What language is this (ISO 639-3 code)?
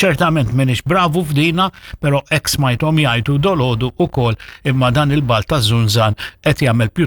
mlt